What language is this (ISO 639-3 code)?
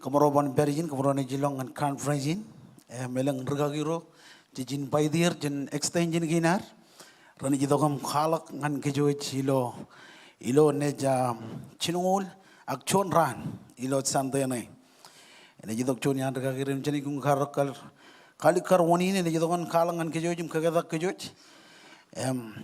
mah